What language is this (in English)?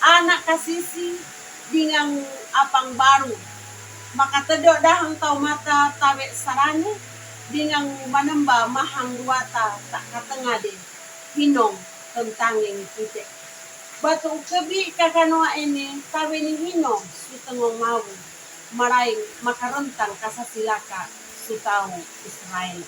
Sangir